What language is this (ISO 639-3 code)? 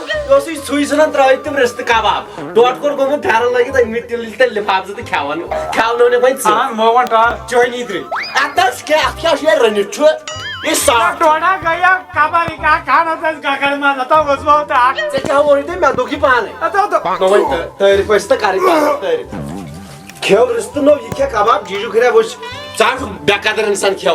kas